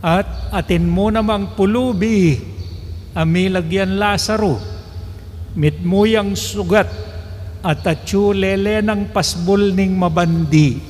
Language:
Pampanga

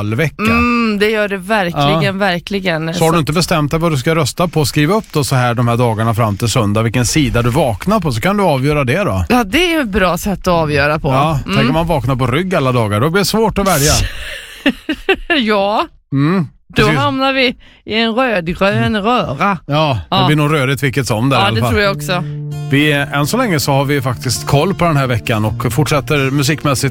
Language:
Swedish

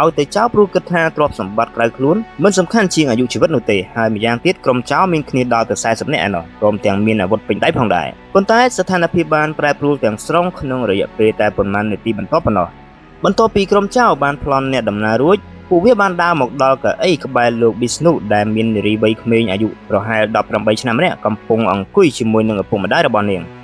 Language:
Khmer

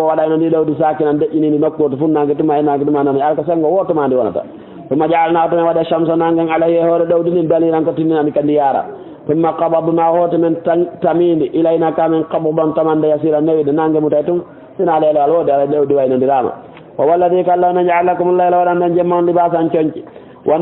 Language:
Fula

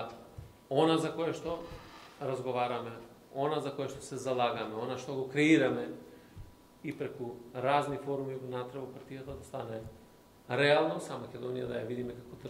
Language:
Macedonian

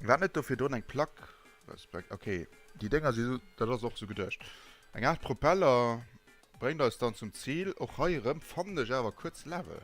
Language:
Luxembourgish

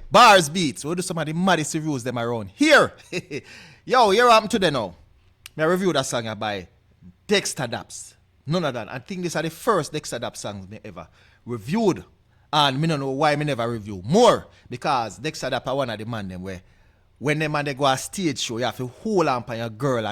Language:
Jamaican Creole English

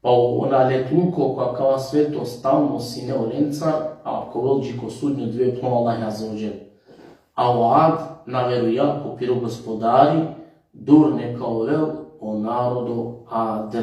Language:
Balkan Romani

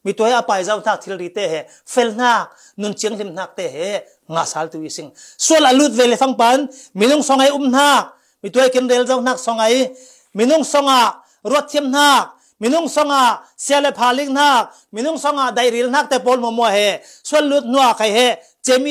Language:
Falam Chin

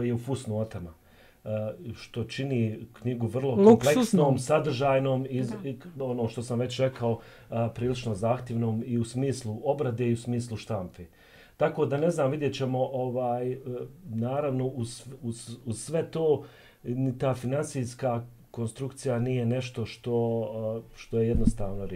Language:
Bosnian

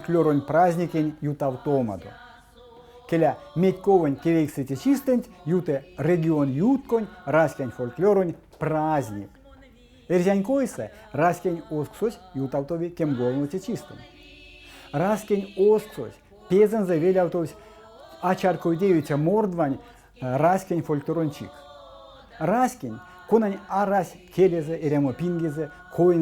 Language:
Erzya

